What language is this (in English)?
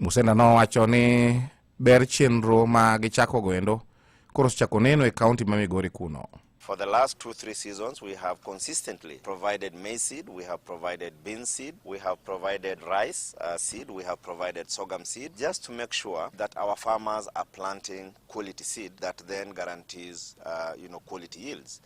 Luo (Kenya and Tanzania)